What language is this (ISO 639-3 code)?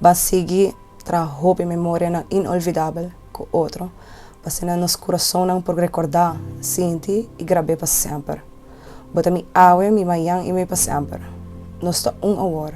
pap